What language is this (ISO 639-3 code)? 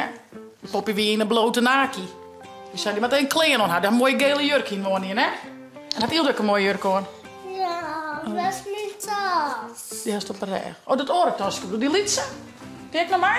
fry